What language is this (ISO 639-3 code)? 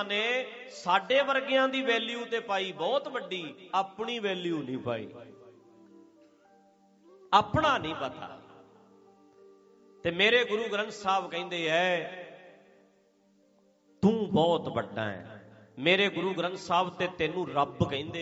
pan